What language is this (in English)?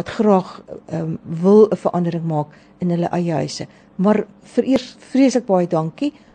Afrikaans